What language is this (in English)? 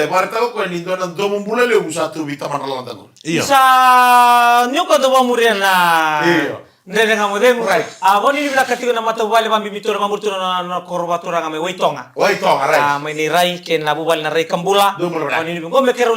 Fijian